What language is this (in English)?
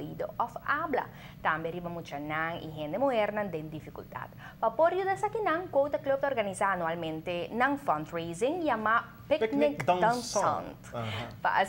Papiamento